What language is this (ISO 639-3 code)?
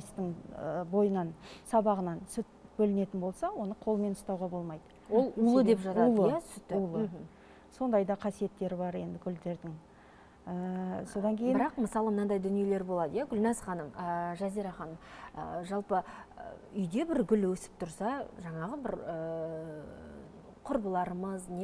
kaz